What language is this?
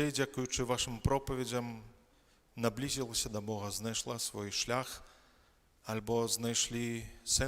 Belarusian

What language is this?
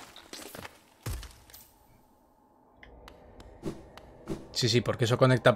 Spanish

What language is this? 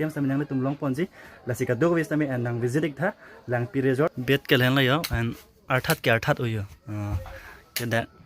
Karbi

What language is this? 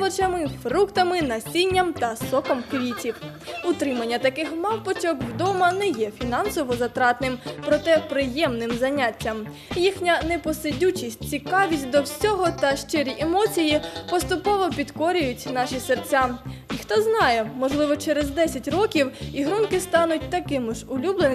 Ukrainian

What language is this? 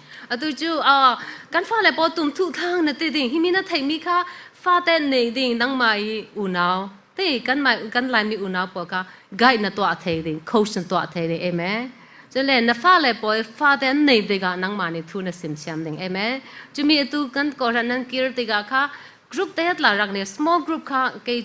Falam Chin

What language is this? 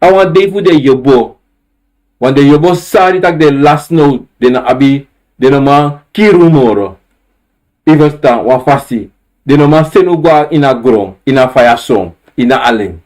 Sranan Tongo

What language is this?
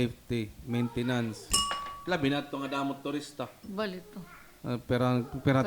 Waray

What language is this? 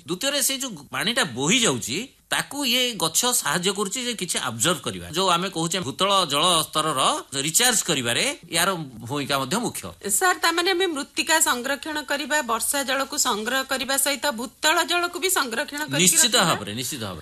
Odia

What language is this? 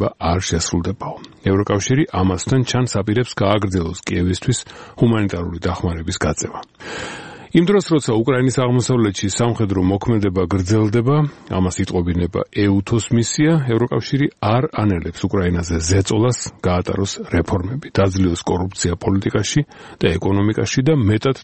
Georgian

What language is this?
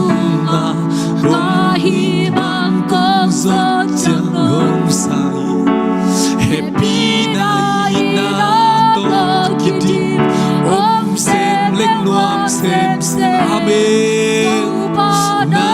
Tedim Chin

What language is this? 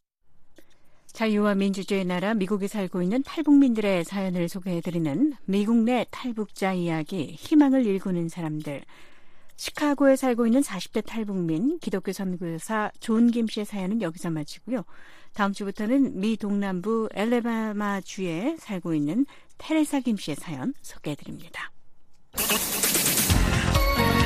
Korean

